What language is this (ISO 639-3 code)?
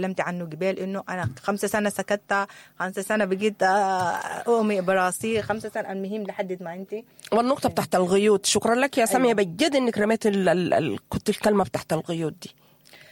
apd